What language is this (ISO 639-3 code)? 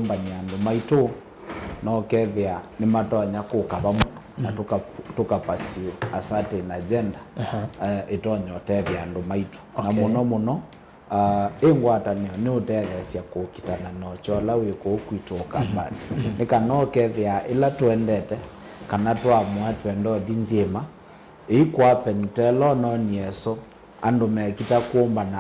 kam